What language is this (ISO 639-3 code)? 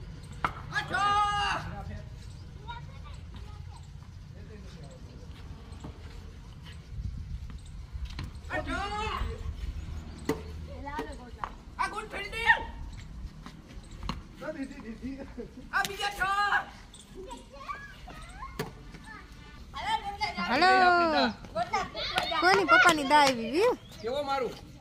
guj